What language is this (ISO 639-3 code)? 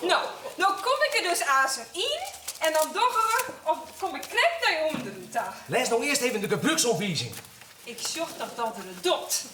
fry